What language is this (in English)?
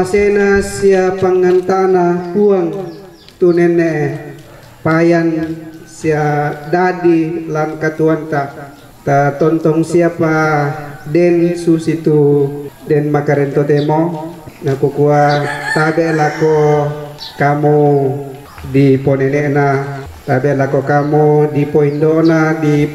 Toraja-Sa'dan